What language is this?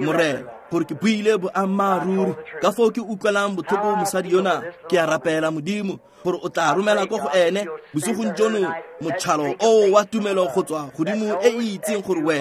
Tswana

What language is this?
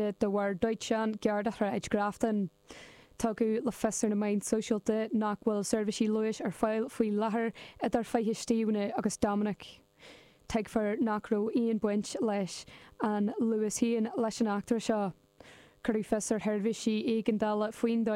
Irish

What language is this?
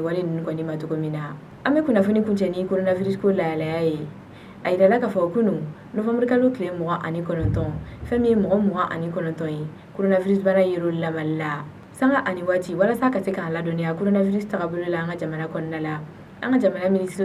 Bambara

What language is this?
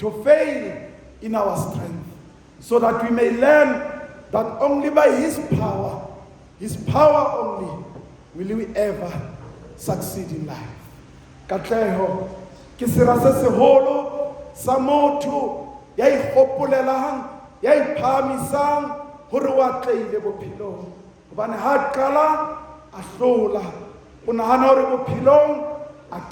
Southern Sotho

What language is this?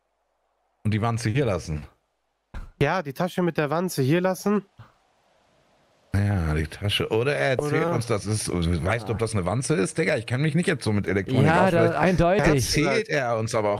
German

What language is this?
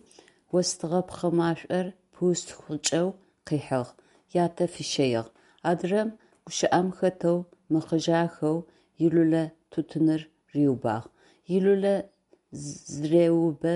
Adyghe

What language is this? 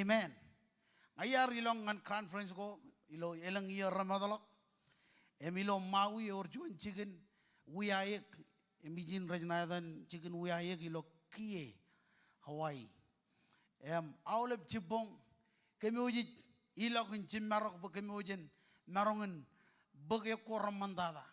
Marshallese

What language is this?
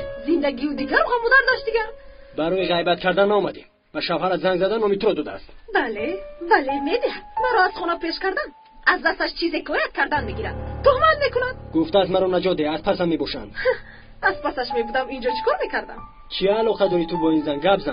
Tajik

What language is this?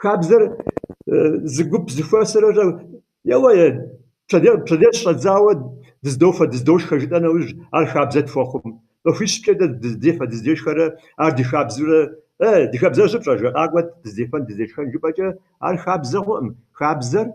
Kabardian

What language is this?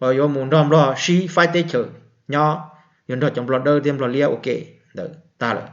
Hmong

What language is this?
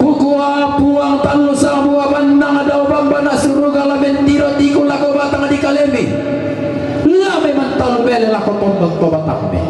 Toraja-Sa'dan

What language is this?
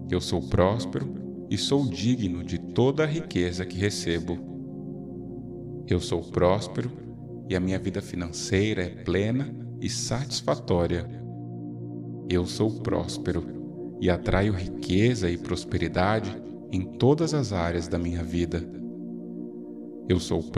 Portuguese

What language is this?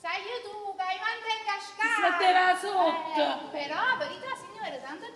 Neapolitan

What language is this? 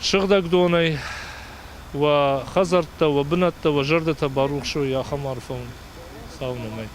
Ossetic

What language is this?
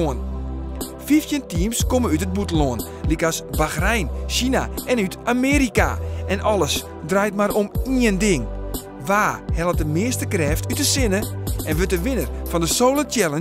Western Frisian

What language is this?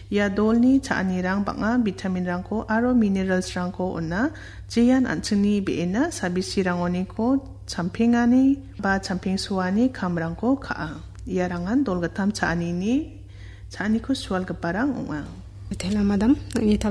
Garo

